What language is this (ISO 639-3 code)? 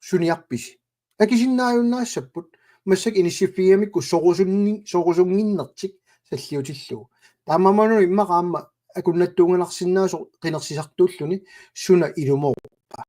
kal